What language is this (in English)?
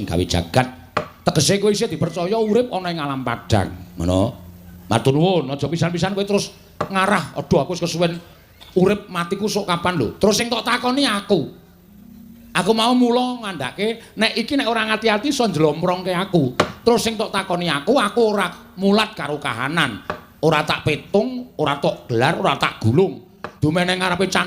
Javanese